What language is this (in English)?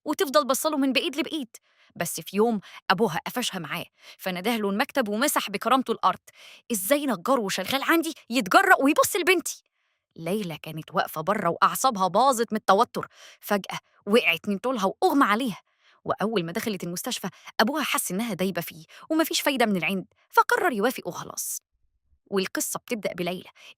Egyptian Arabic